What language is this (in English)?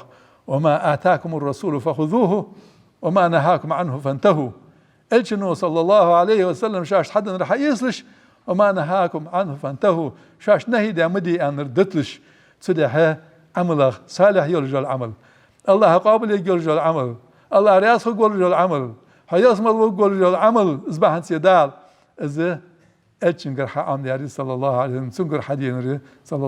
Ingush